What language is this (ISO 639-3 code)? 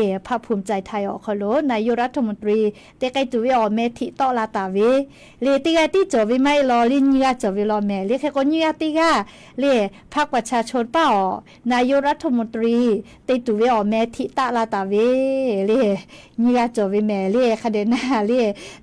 lhu